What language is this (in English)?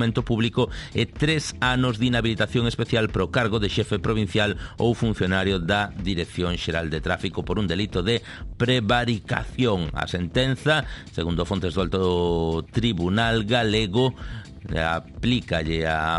Galician